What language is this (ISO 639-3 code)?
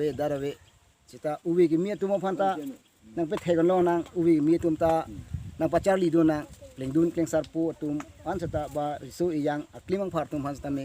mjw